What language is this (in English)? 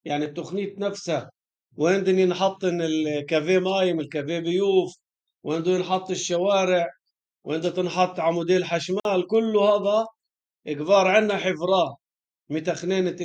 North Levantine Arabic